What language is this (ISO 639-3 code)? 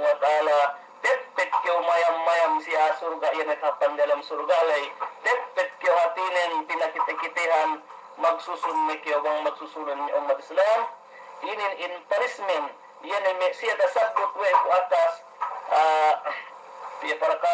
yka